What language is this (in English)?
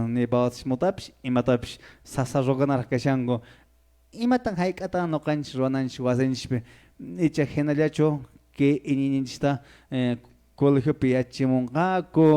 Quechua